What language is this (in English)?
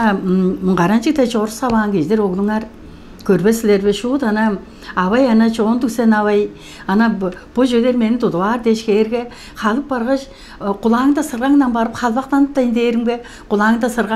Tuvinian